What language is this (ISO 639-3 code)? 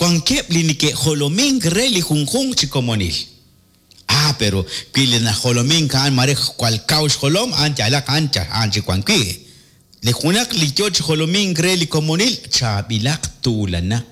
kek